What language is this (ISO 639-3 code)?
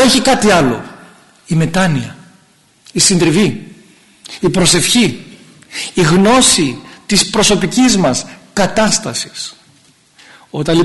ell